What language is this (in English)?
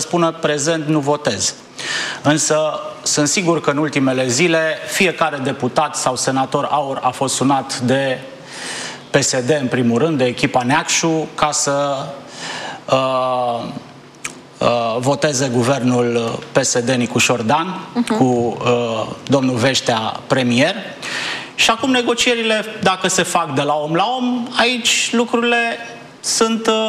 Romanian